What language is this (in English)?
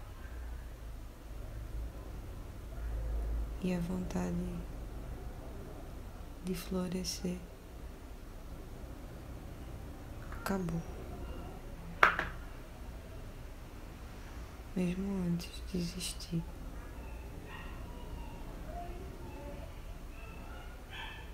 Portuguese